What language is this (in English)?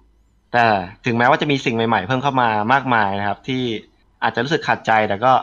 Thai